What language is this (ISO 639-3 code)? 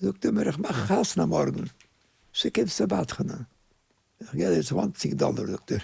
yid